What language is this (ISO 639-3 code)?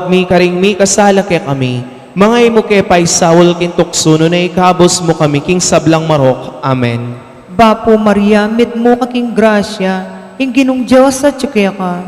pam